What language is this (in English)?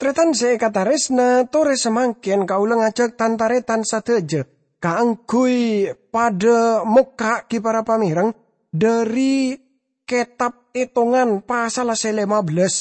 Madurese